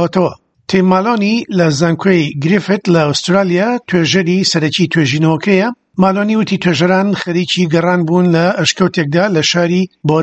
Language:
Central Kurdish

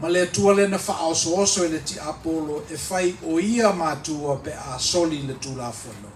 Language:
Samoan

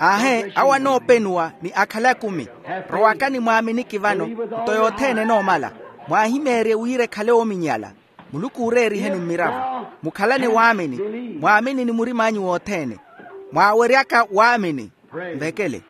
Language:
Makhuwa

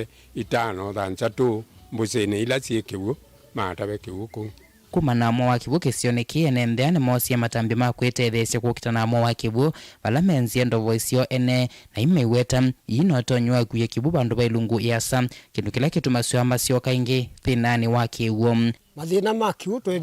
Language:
Kamba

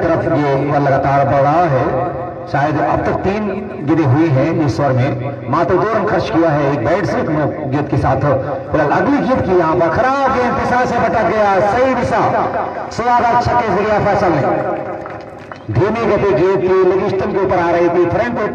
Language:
Hindi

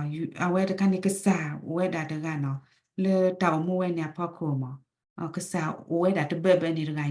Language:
S'gaw Karen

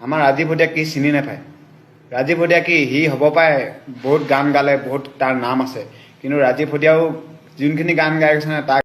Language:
Assamese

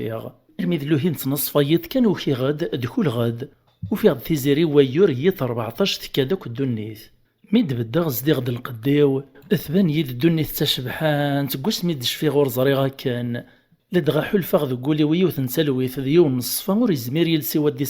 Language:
Kabyle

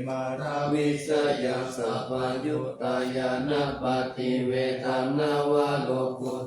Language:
Pali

